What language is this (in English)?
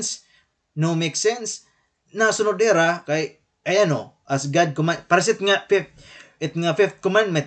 Waray